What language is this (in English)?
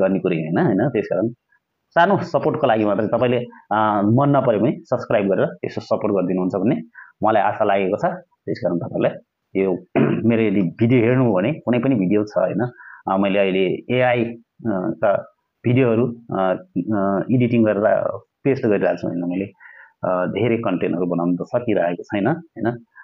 Nepali